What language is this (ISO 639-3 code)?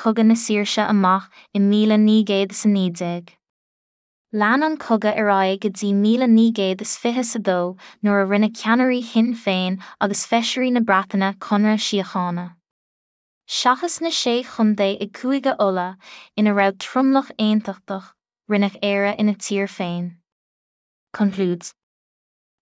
gle